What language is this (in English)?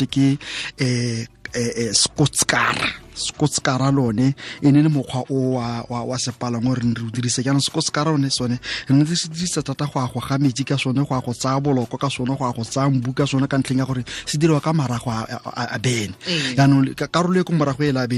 Tswana